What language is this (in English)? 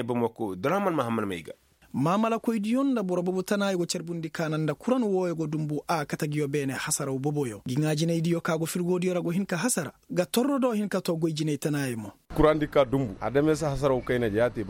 Koyraboro Senni